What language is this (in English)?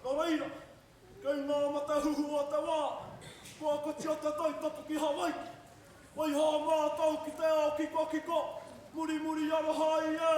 Māori